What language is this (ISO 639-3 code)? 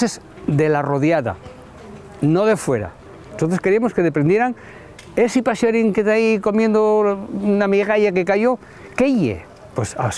ast